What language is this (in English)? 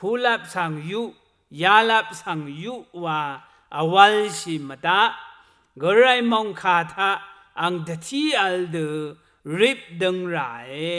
Rawang